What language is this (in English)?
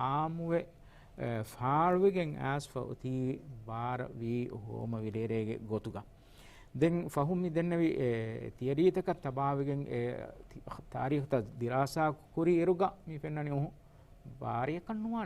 Divehi